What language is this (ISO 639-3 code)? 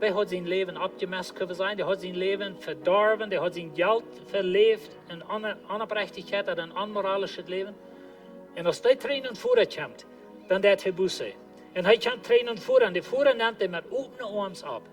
pdt